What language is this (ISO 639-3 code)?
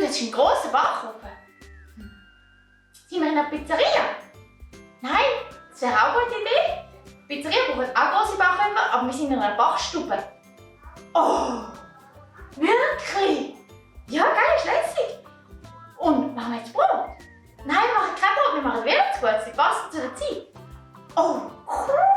gsw